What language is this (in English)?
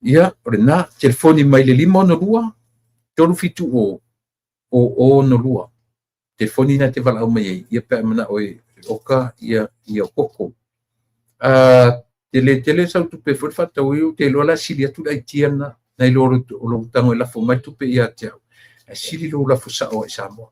Samoan